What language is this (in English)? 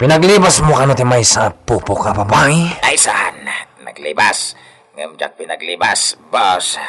Iloko